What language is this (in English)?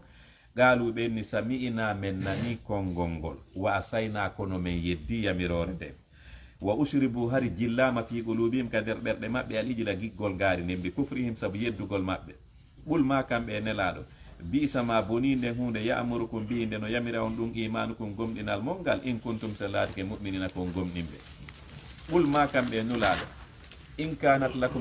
Fula